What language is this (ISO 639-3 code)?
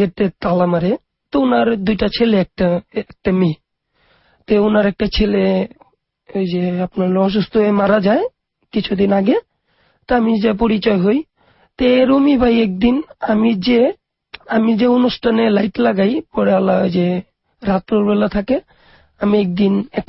ben